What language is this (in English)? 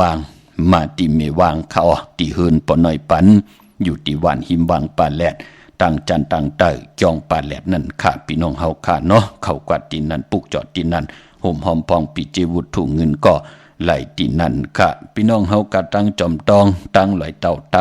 Shan